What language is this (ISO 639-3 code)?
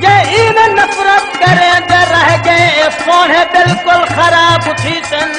skr